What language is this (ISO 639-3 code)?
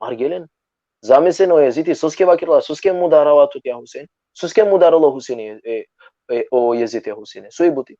rmn